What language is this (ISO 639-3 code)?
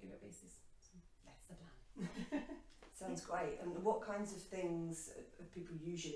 eng